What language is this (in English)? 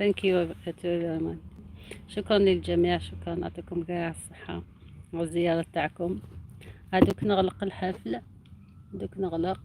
Algerian Arabic